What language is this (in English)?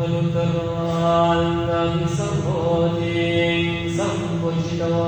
Pali